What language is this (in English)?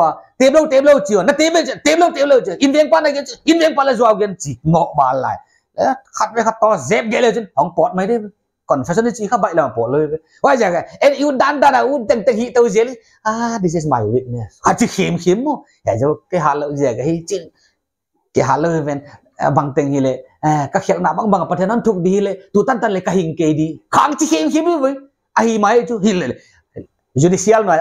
Paite Chin